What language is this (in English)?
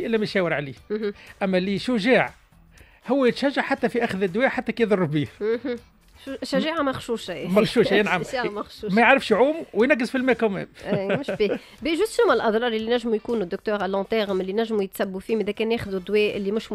Tunisian Arabic